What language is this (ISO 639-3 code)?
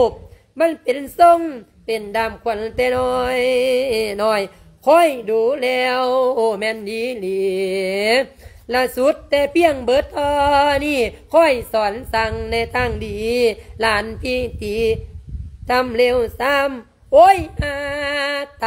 lao